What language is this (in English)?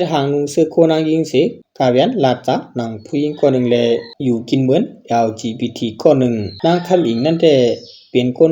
Shan